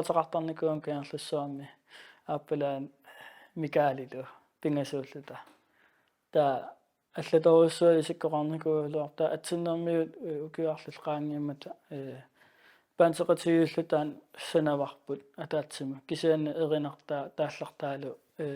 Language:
Kalaallisut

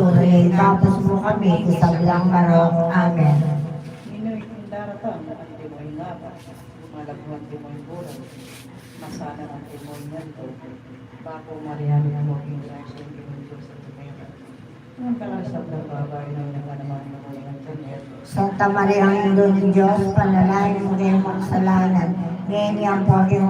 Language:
Pampanga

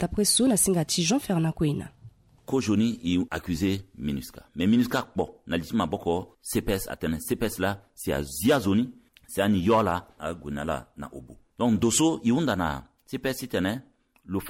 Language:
Sango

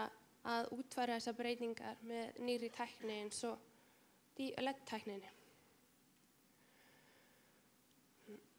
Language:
Icelandic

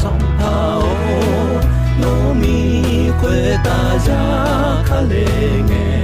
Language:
Akha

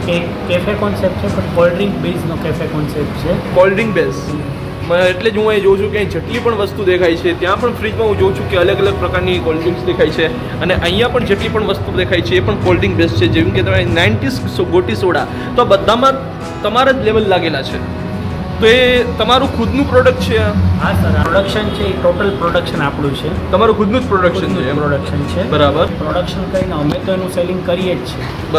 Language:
Gujarati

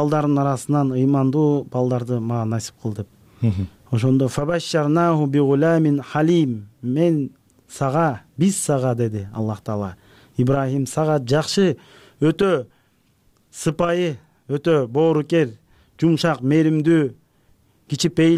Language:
Kyrgyz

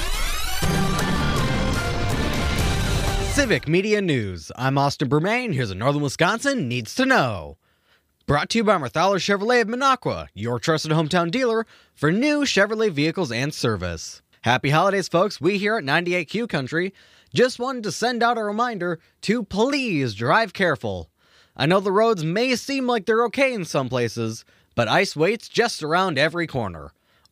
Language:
English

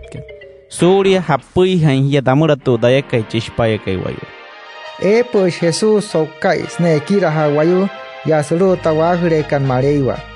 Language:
Wayuu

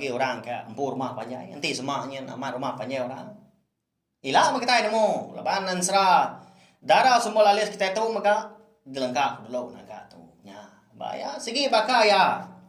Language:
Iban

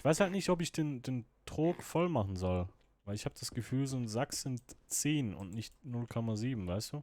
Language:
Swiss German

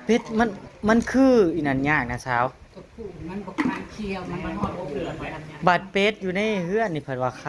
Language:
Northeastern Thai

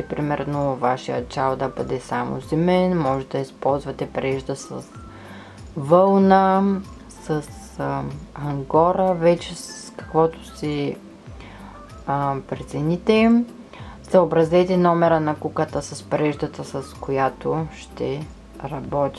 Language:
Bulgarian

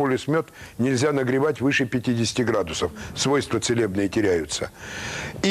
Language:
Russian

